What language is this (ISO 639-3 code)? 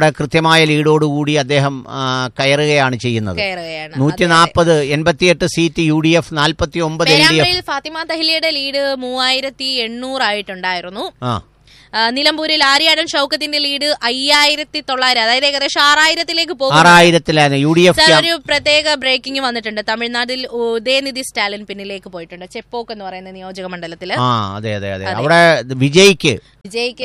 mal